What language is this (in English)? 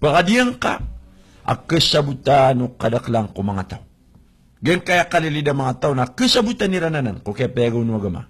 Maranao